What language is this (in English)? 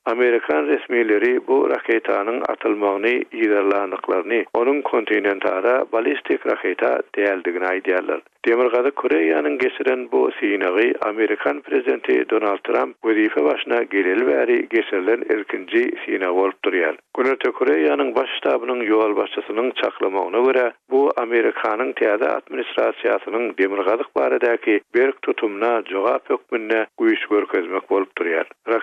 Turkmen